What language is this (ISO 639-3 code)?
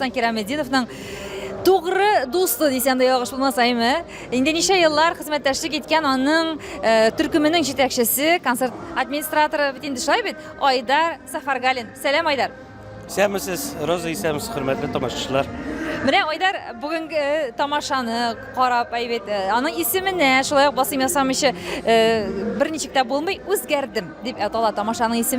tat